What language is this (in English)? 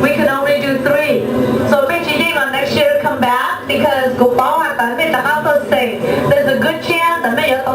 Hmong